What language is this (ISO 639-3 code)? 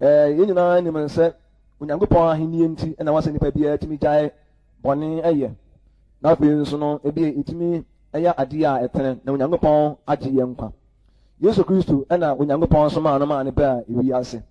aka